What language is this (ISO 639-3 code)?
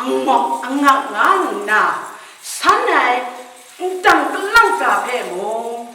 kac